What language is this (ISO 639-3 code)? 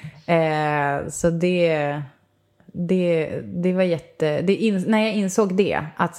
swe